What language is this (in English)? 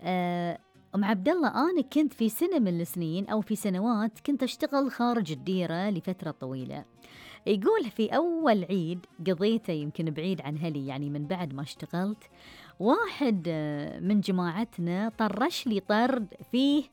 Gulf Arabic